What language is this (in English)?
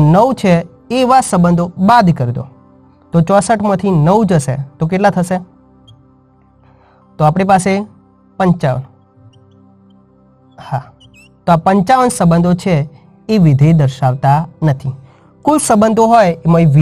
Gujarati